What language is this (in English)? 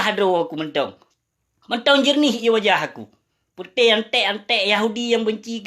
Achinese